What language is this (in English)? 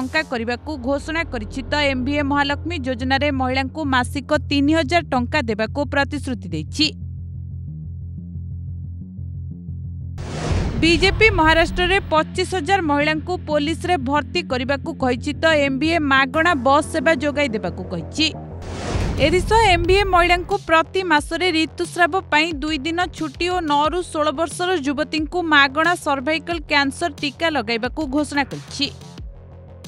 Odia